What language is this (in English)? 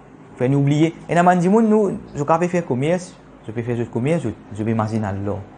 Morisyen